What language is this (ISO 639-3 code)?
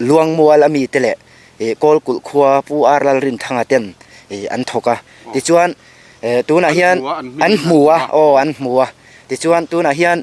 lus